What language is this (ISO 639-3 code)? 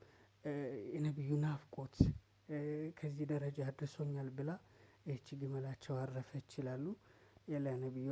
amh